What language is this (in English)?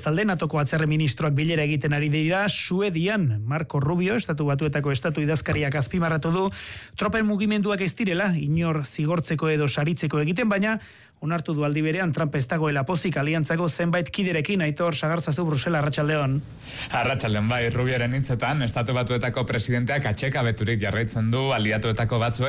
Basque